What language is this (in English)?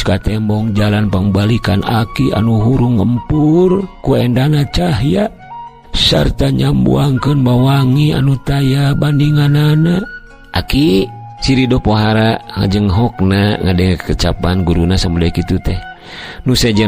Sundanese